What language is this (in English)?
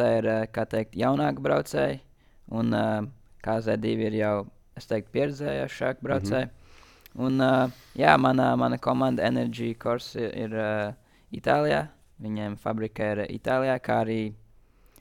Latvian